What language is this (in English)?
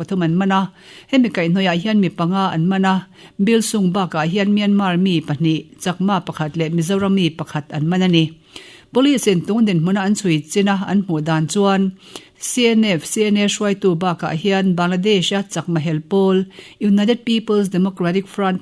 Mizo